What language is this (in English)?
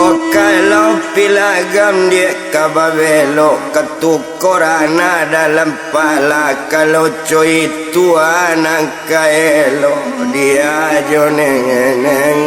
Minangkabau